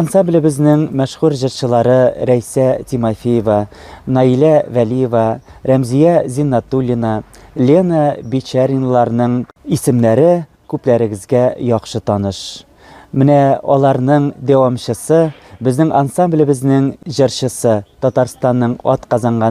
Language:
Tatar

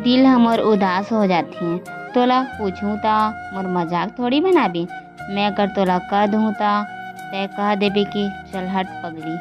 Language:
Chhattisgarhi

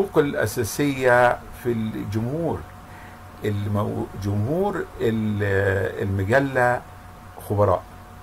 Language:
Arabic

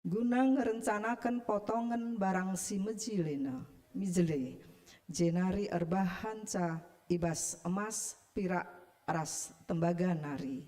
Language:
Batak Karo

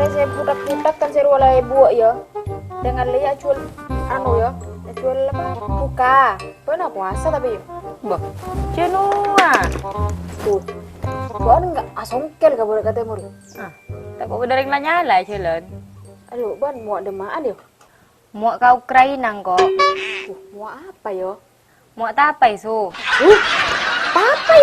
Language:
Madurese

